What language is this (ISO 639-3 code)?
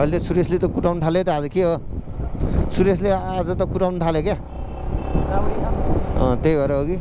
nep